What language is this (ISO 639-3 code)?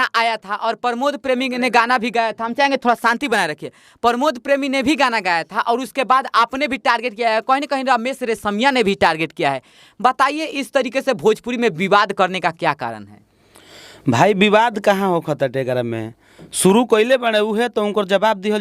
bho